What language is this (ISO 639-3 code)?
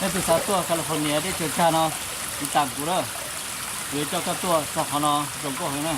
hmn